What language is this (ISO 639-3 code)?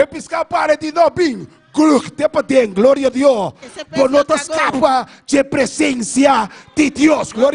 pap